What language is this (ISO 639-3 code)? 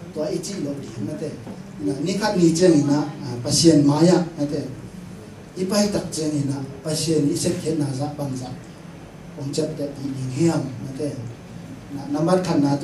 ctd